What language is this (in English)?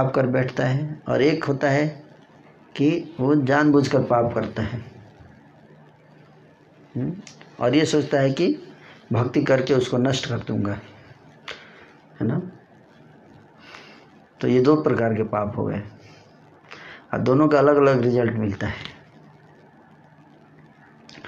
Hindi